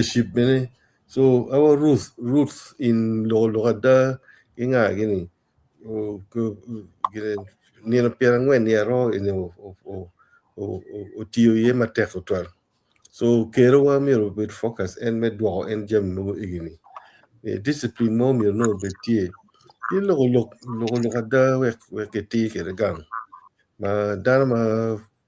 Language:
Acoli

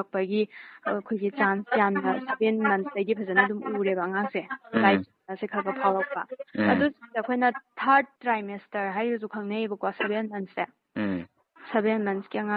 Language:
Manipuri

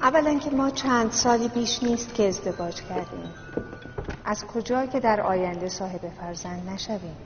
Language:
Tajik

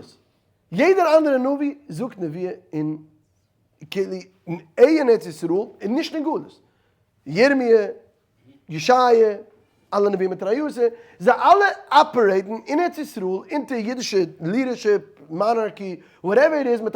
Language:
Yiddish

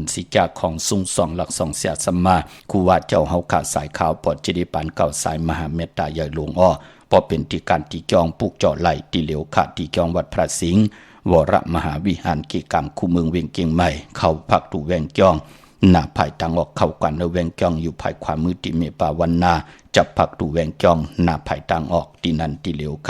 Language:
Shan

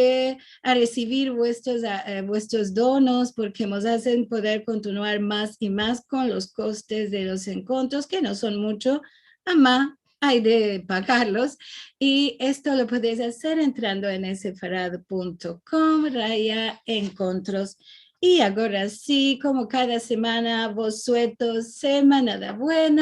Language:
Ladino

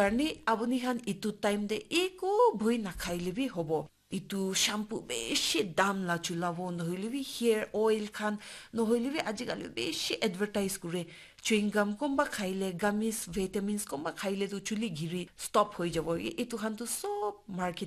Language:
Naga Pidgin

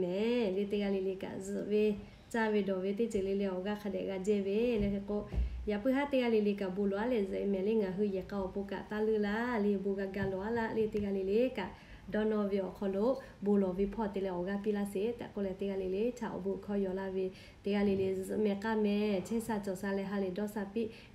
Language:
Lahu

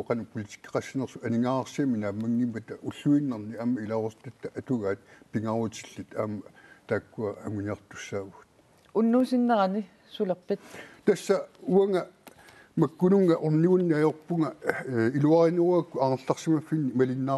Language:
Kalaallisut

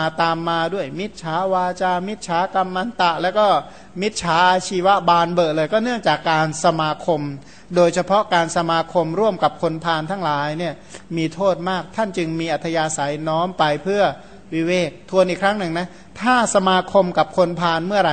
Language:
Thai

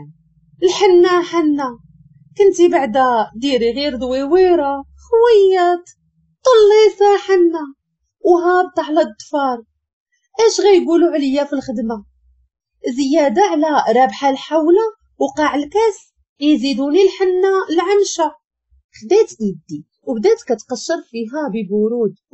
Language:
Moroccan Arabic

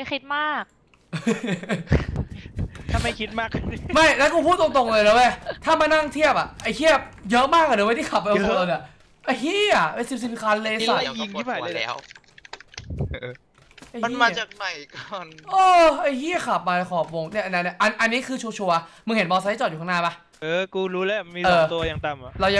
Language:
Thai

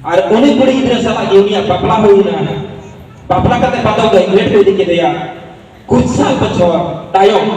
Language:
Santali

